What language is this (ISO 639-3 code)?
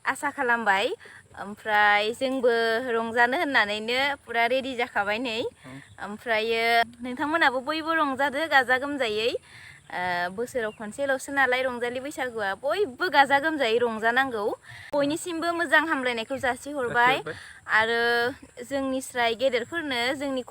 brx